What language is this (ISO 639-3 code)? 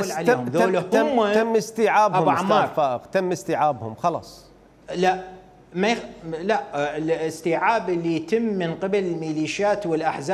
acm